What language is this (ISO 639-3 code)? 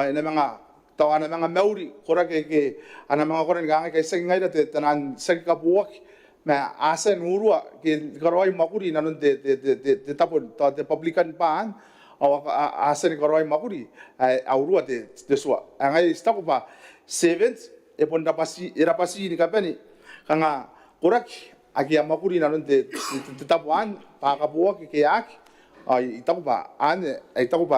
gil